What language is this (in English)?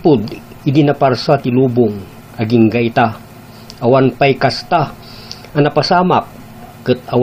Iloko